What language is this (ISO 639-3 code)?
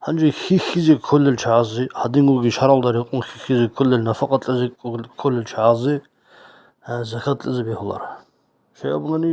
ava